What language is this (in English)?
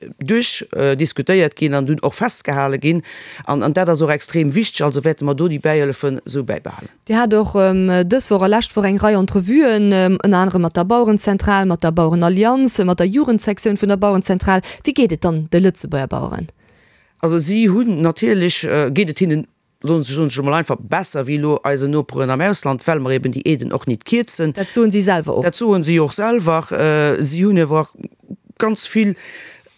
Luxembourgish